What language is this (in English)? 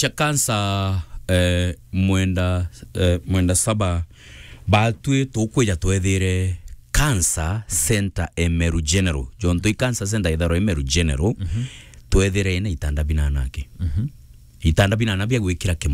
Meru